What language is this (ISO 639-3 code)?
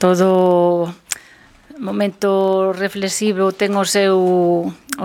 glg